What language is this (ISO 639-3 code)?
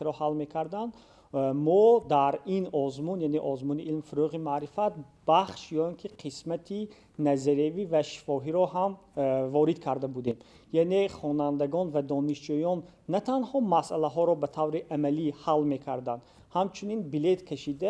tgk